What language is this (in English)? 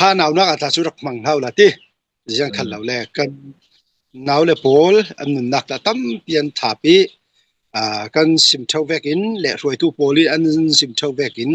Hakha Chin